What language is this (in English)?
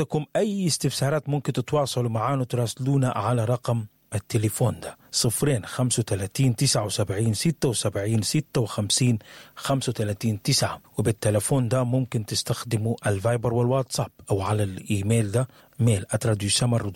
Sudanese Arabic